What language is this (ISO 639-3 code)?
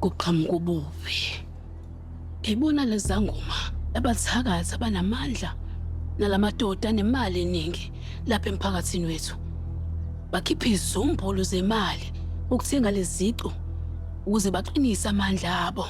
zul